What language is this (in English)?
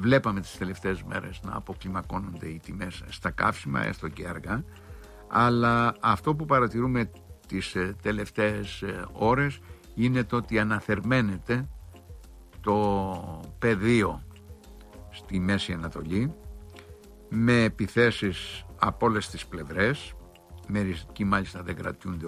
Greek